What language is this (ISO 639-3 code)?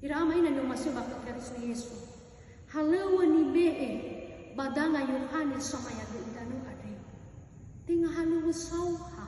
nia